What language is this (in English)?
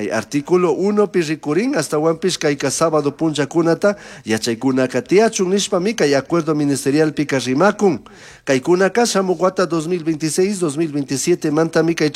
Chimborazo Highland Quichua